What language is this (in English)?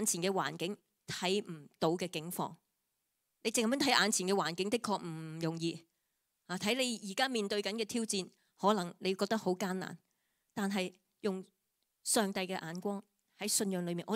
Cantonese